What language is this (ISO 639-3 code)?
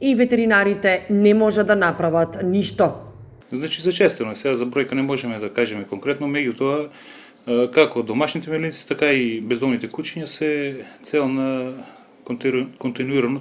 mkd